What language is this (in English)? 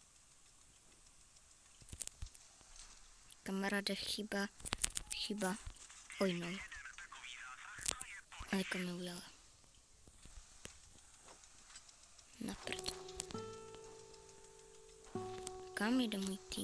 Czech